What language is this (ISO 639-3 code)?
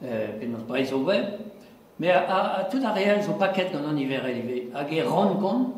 bre